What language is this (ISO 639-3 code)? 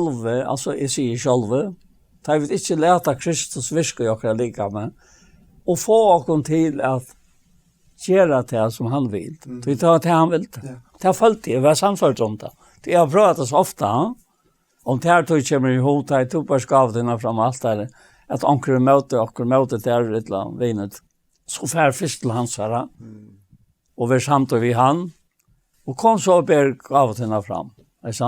fao